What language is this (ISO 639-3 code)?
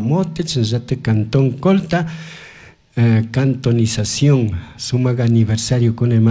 qug